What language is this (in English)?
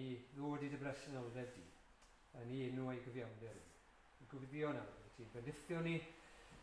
Welsh